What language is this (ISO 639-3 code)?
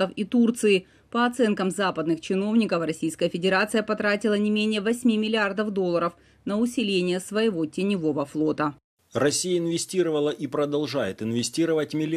rus